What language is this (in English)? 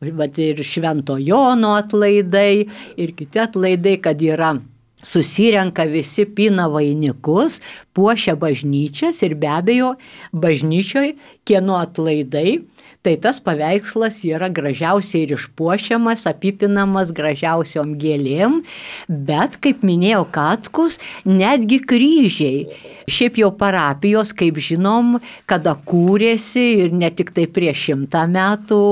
Lithuanian